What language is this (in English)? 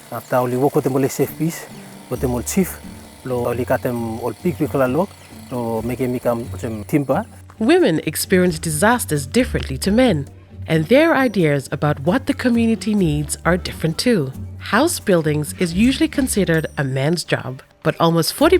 Bislama